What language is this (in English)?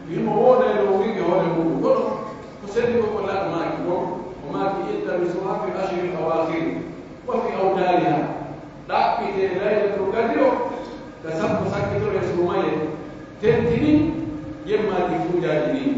Pular